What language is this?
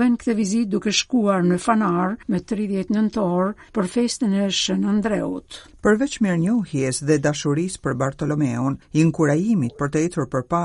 Albanian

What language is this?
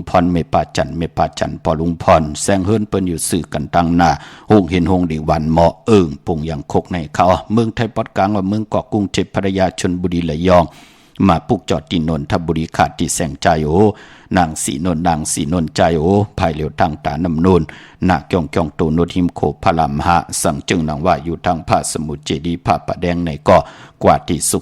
Shan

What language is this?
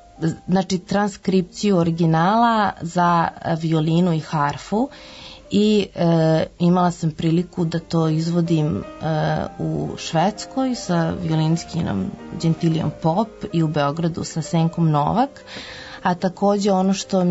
Serbian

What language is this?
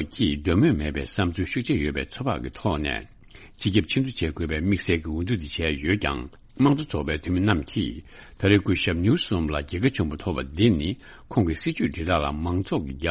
Tibetan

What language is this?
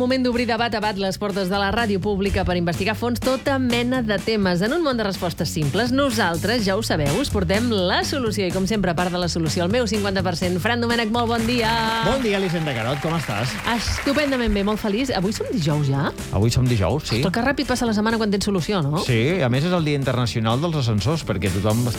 Catalan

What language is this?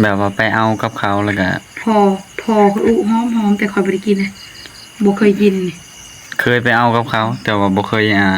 Northeastern Thai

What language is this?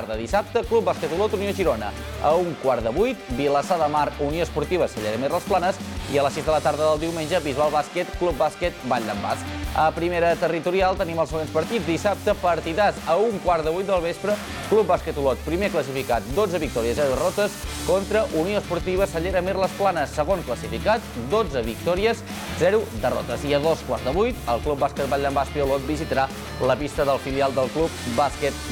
Catalan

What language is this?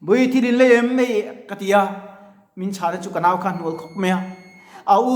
Mizo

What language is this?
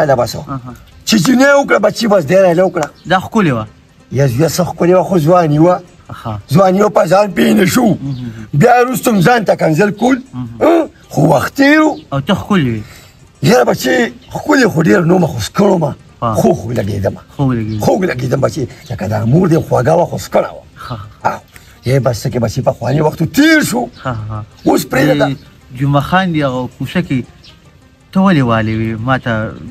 Pashto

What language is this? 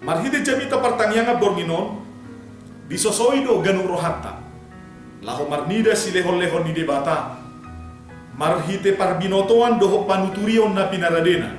Batak Toba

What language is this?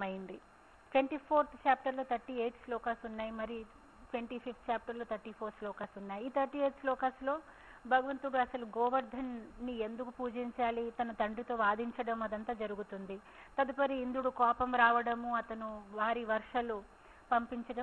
Telugu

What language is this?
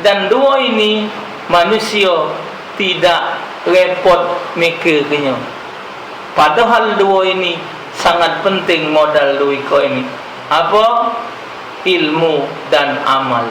Musi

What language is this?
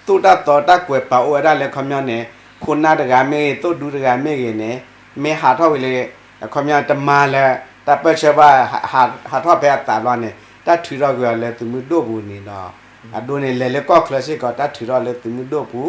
S'gaw Karen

